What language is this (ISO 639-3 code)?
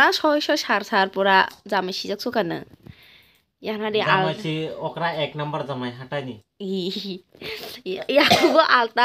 trp